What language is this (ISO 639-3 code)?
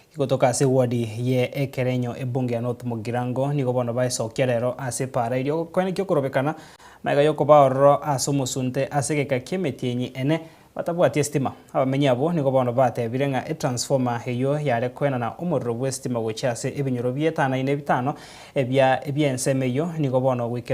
guz